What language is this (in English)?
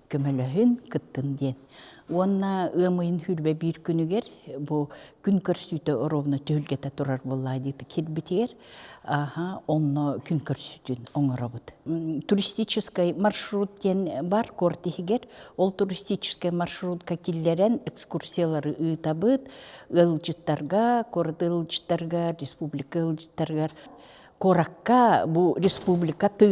Yakut